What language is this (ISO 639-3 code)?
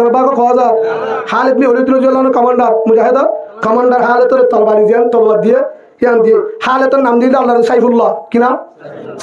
rhg